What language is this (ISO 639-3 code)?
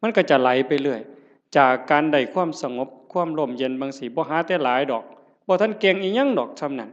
tts